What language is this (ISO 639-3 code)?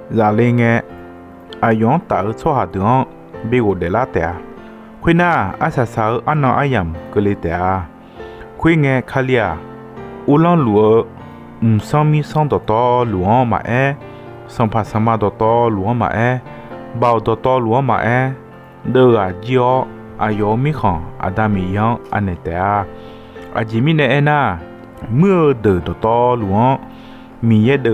ahk